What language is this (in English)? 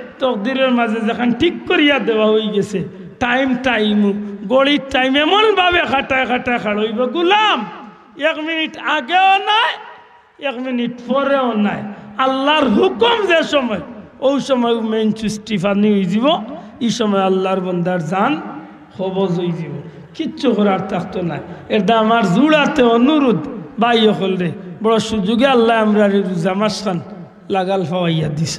Sylheti